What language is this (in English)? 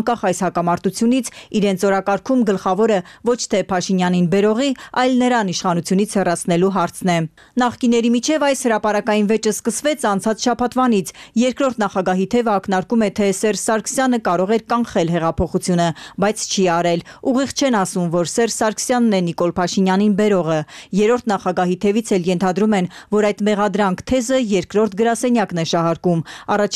Armenian